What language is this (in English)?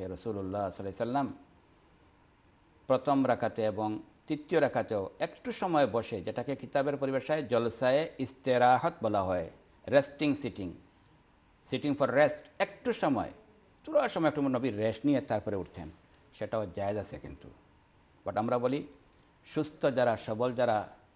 Bangla